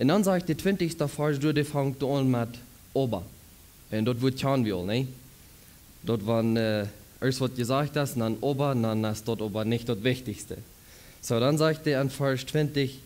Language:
Plautdietsch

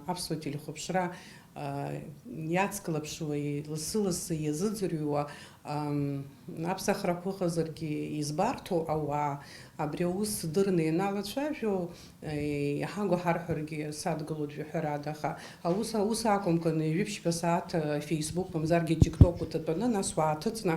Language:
Abkhazian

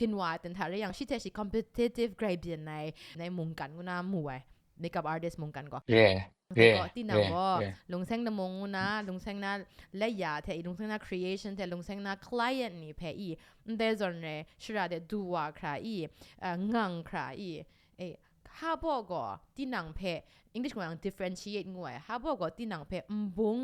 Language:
Kachin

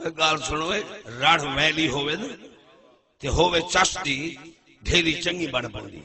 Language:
Saraiki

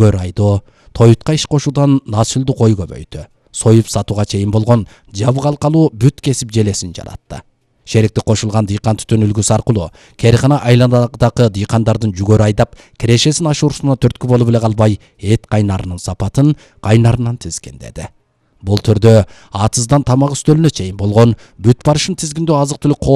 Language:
Kyrgyz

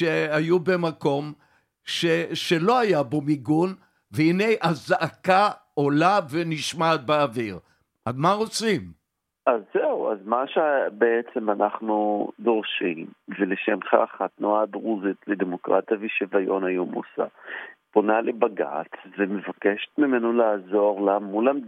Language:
Hebrew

